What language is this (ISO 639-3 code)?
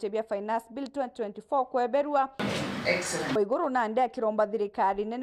mer